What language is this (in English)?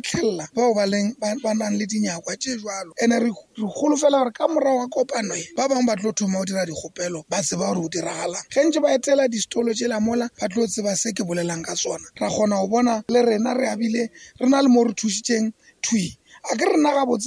Northern Sotho